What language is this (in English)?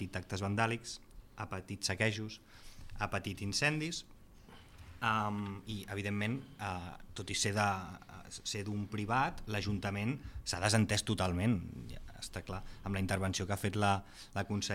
Catalan